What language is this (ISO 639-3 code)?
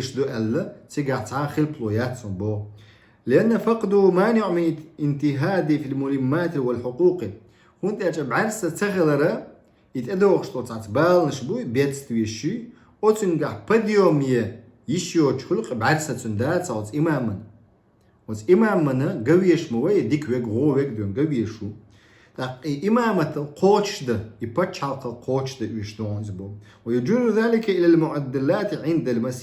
che